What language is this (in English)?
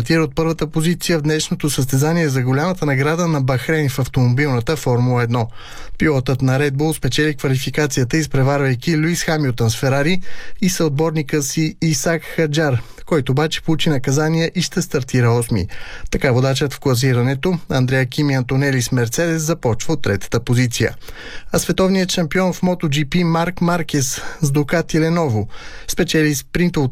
Bulgarian